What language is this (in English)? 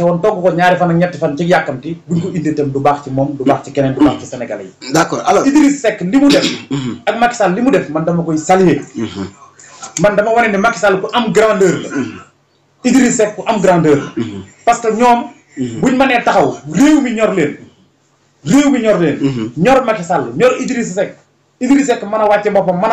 Wolof